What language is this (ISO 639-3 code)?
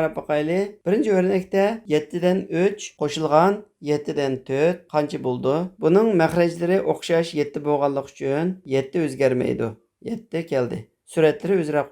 uig